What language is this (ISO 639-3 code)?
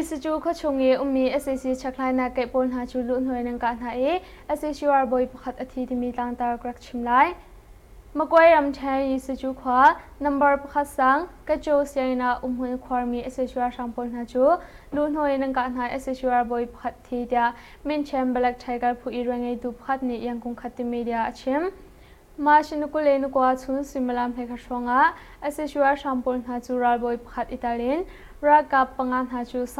cnh